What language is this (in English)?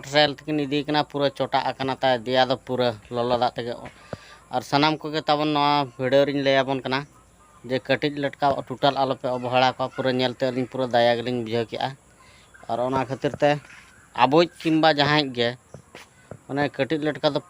Santali